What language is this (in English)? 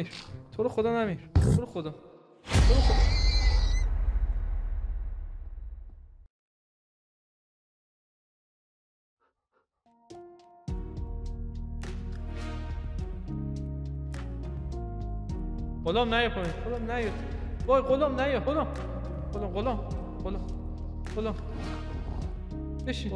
Persian